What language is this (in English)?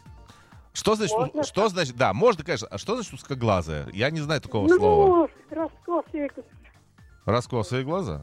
Russian